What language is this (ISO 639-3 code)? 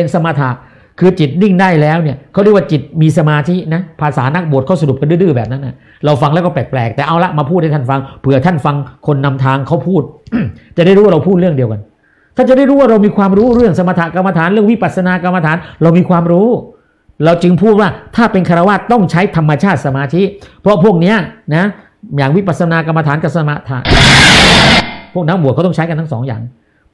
tha